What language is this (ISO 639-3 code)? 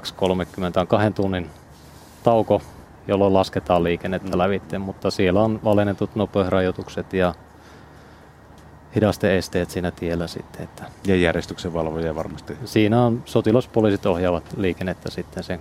fin